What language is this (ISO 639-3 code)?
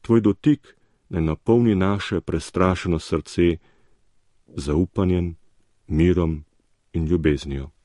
slv